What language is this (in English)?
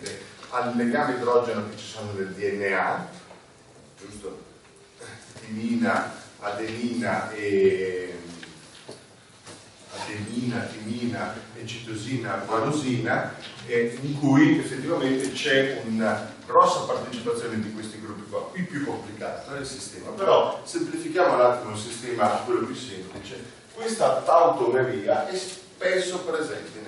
Italian